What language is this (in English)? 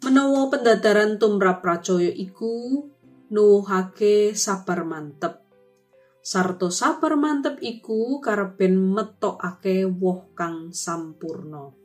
Javanese